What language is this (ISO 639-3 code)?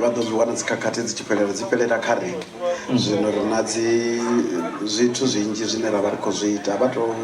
ven